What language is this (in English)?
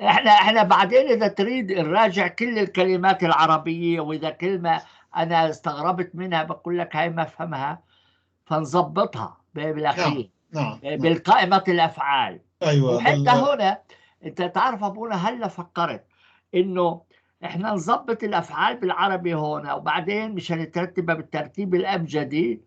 North Levantine Arabic